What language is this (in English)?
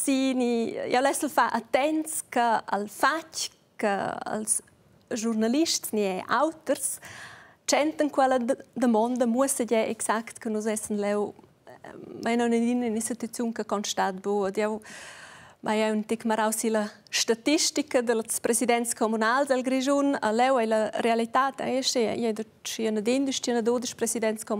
Romansh